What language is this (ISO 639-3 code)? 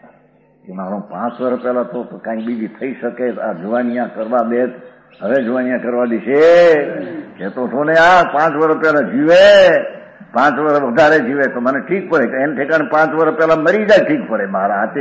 guj